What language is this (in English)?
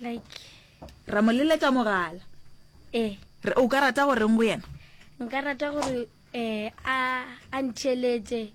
Northern Sotho